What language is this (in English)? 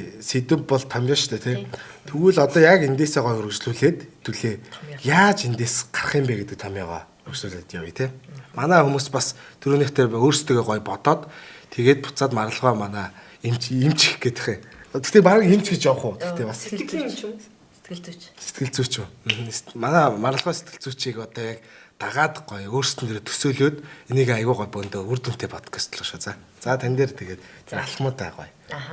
Mongolian